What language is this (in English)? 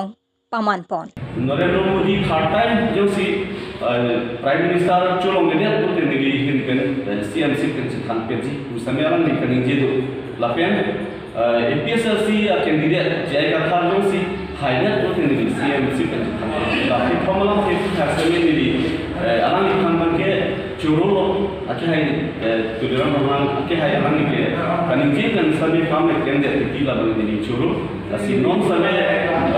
Karbi